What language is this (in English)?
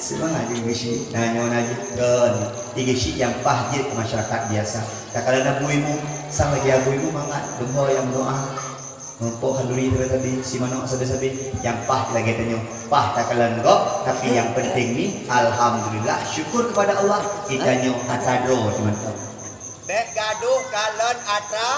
Achinese